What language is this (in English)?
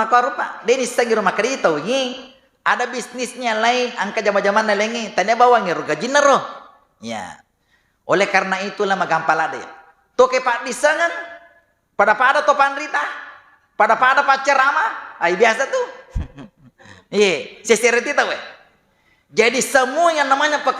Buginese